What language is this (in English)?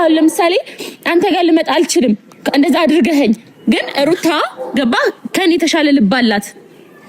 Amharic